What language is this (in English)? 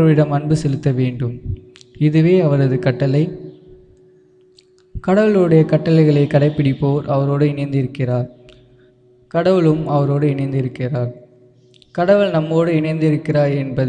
Tamil